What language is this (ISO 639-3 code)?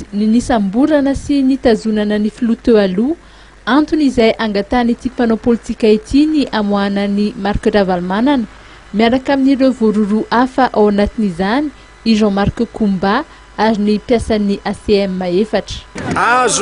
mlg